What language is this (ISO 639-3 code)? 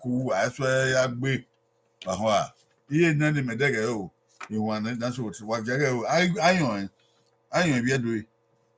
bin